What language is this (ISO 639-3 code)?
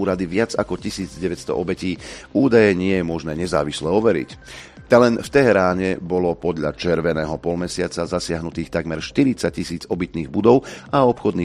slk